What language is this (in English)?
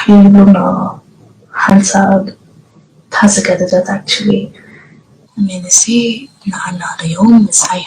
Tigrinya